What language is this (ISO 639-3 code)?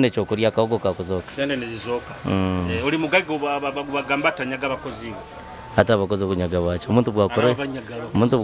nyo